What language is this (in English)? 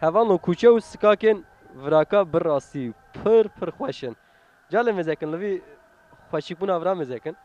Kurdish